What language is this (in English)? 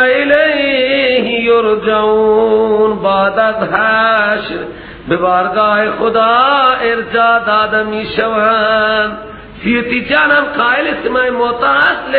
Persian